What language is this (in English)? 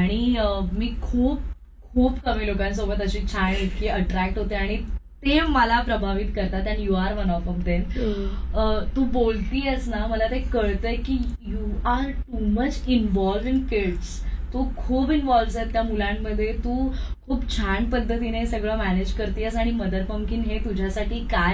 Marathi